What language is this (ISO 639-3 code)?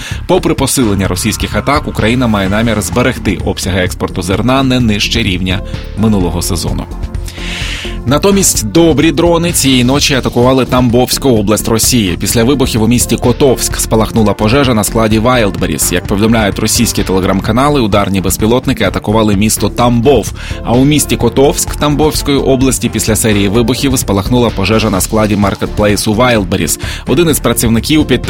ukr